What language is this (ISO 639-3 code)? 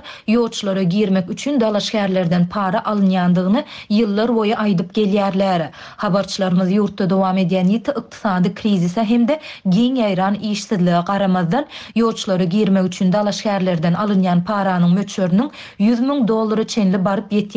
tuk